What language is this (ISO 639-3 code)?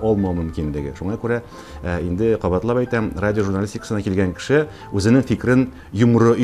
tat